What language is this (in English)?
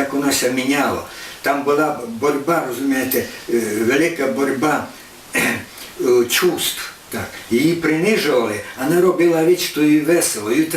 Rusyn